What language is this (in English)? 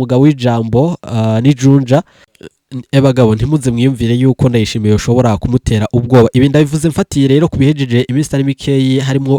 Rundi